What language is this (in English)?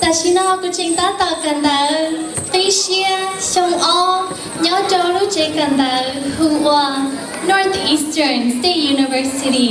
Hmong